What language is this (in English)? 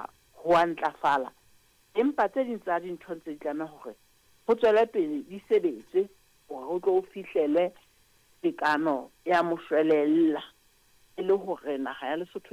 Southern Sotho